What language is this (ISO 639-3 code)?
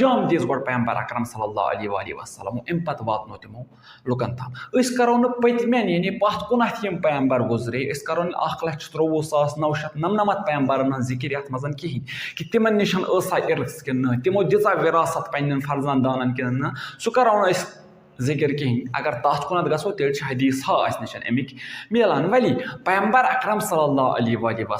kas